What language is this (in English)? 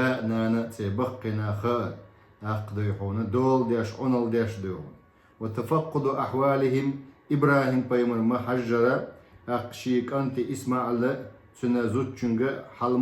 Chechen